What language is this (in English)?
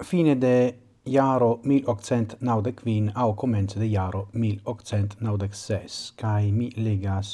Esperanto